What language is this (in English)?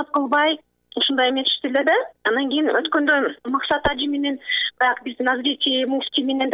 Kyrgyz